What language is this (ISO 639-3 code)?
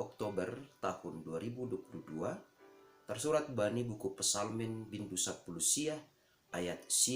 bts